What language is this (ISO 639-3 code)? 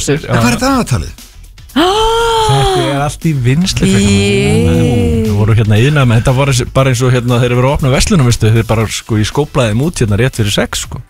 isl